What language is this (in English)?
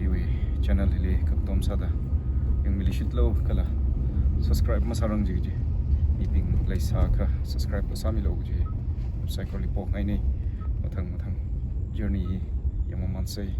Tangkhul Naga (India)